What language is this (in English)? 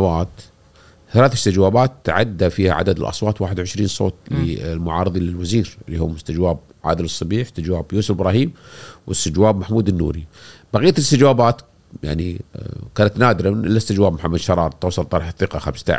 Gulf Arabic